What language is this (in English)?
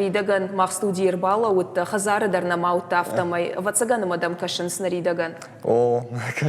Ossetic